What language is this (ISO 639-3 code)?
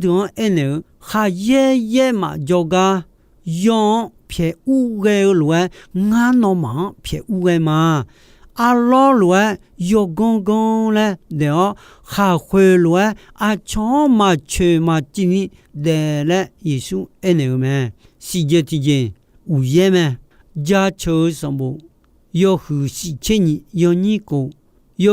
ahk